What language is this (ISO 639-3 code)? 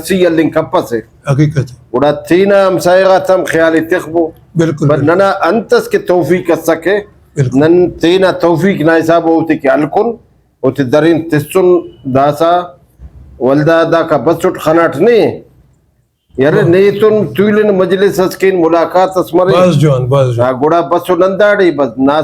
brh